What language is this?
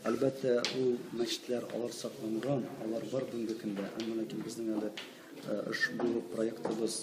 Tatar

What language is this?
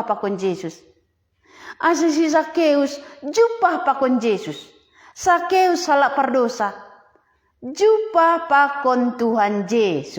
Batak Simalungun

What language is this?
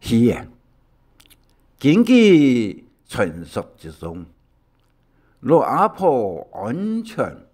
Hakka Chinese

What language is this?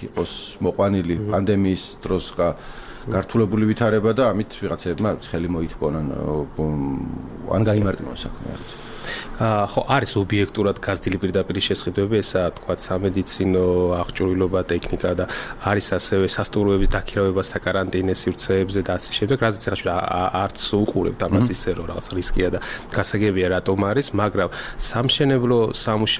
Georgian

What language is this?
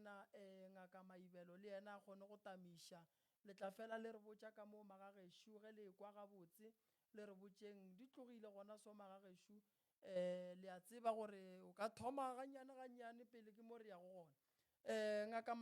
Northern Sotho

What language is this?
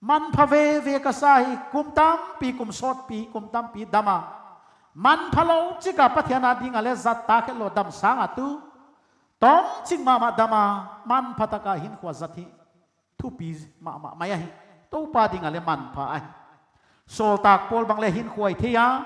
Paite Chin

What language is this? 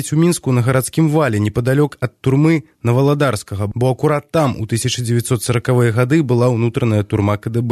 Belarusian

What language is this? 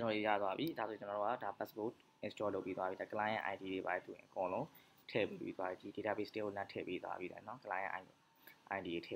Burmese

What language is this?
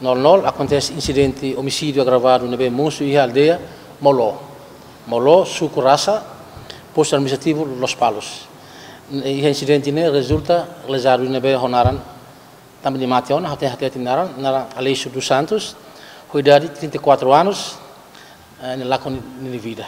Tetum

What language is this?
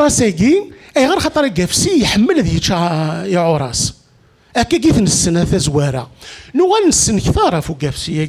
Kabyle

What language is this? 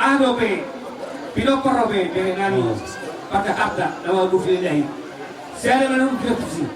Batak Toba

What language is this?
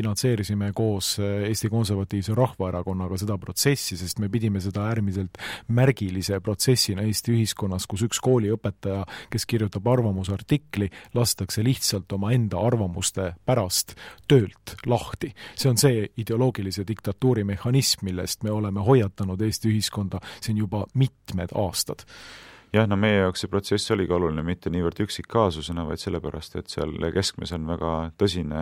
Estonian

